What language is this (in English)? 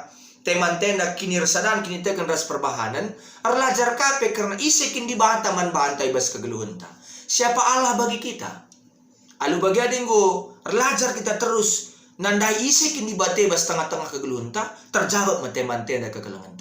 Batak Karo